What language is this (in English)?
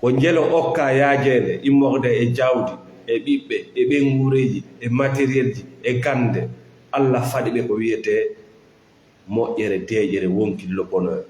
Fula